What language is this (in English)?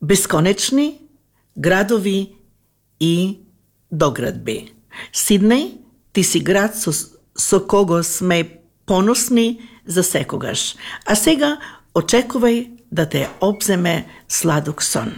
Macedonian